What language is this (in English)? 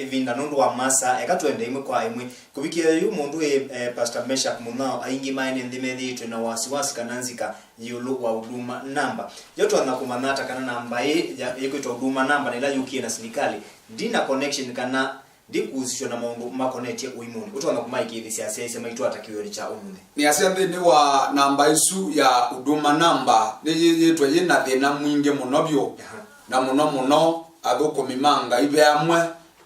Kamba